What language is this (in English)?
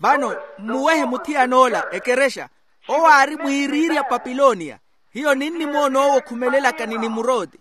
Makhuwa